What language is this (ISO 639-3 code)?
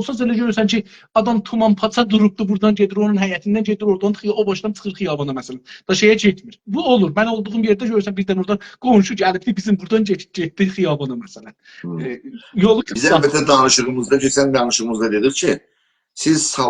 azb